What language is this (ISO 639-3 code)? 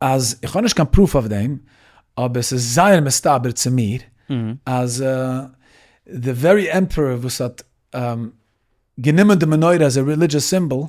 yid